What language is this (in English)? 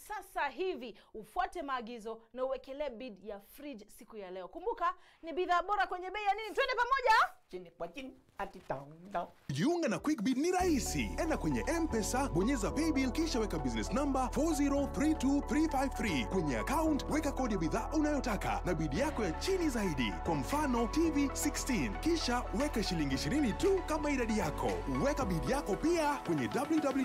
Swahili